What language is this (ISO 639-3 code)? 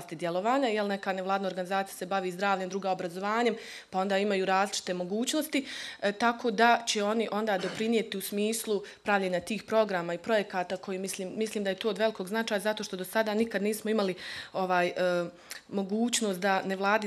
bos